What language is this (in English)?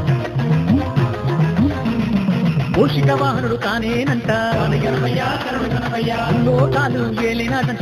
Telugu